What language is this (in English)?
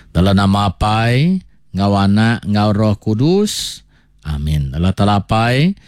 Iban